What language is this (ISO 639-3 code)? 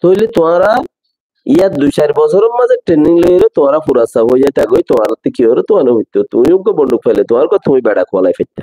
rhg